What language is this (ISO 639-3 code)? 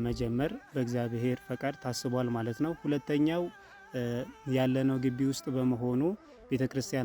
amh